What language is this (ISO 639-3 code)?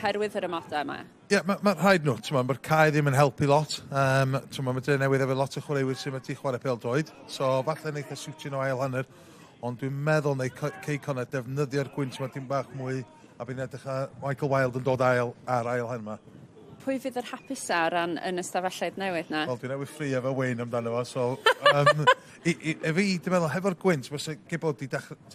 cym